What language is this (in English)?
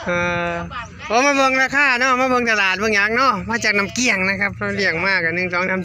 Northeastern Thai